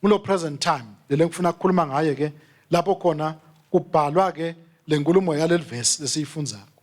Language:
Swati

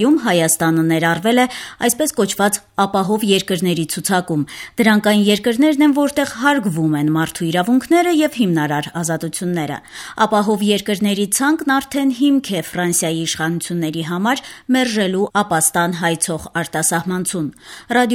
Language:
Armenian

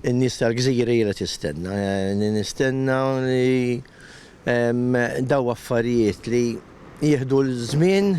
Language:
Maltese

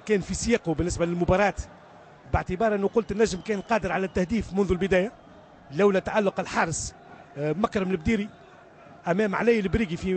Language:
Tunisian Arabic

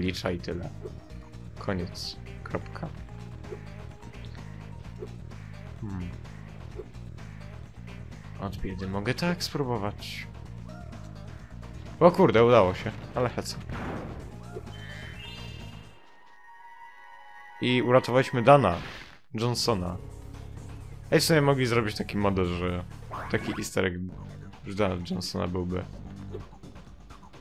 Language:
Polish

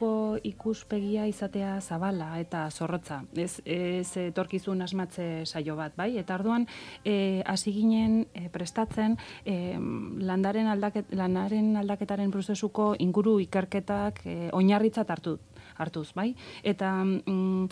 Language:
Basque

